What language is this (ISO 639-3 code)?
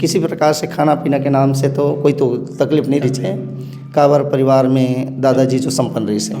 hne